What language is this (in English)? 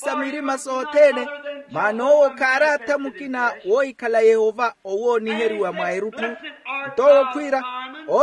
Makhuwa